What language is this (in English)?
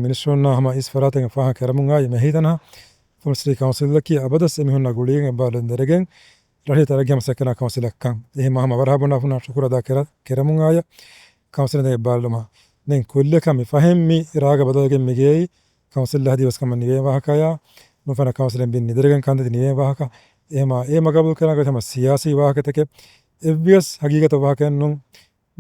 Divehi